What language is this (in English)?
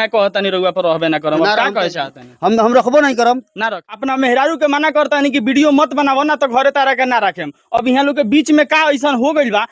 Bhojpuri